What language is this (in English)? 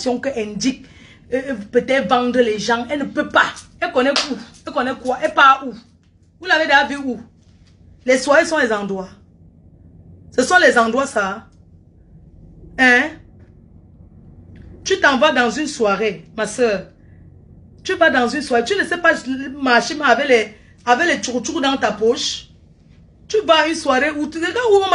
French